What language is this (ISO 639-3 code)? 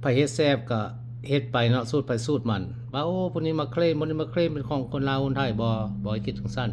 lao